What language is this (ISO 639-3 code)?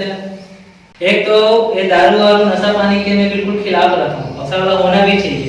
hne